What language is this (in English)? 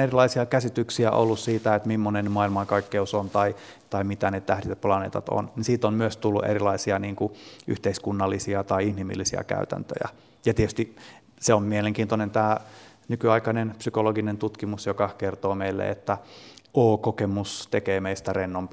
Finnish